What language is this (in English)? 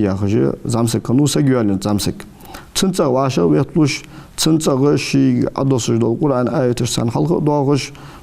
Ingush